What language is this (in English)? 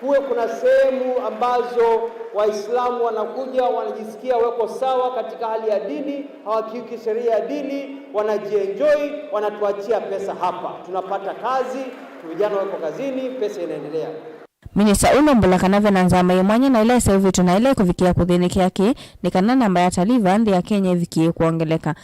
Kamba